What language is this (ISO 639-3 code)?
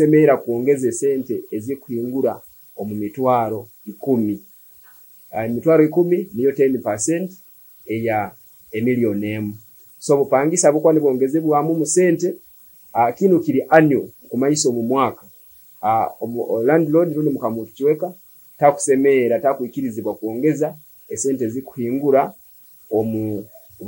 nyo